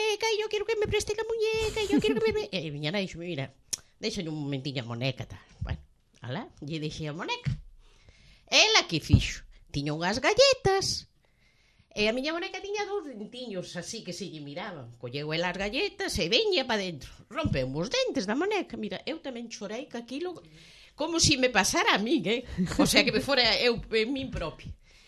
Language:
Galician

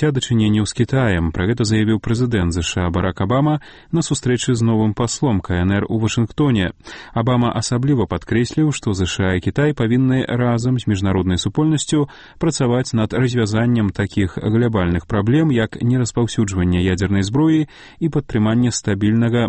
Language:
Belarusian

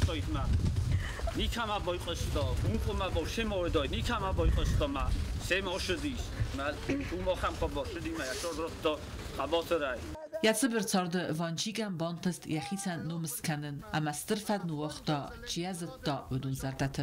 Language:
Ossetic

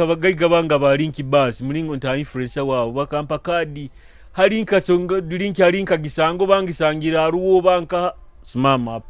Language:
Nyoro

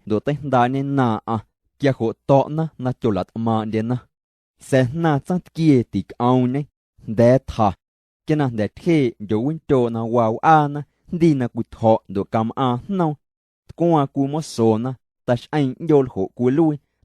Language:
Guerrero Amuzgo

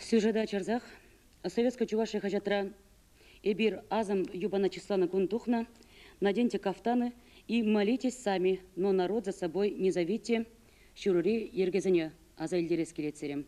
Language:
Chuvash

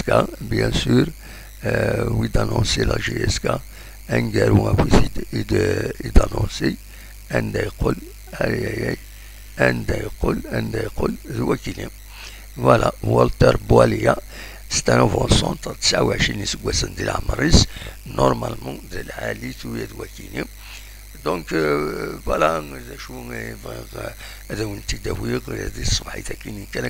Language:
Kabyle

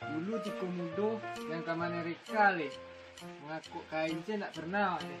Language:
Minangkabau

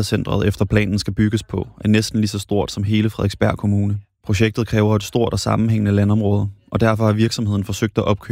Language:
Danish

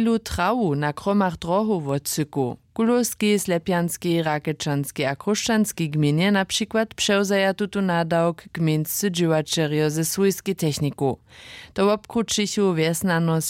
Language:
Upper Sorbian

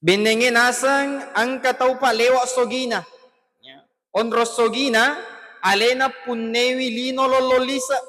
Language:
Buginese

